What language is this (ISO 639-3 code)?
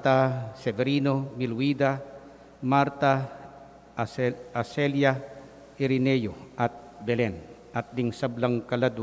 pam